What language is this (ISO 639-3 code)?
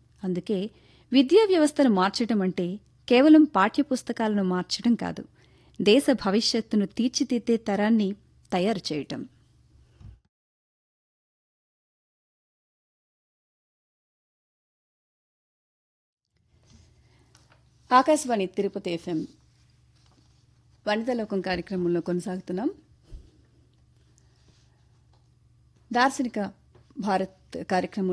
tel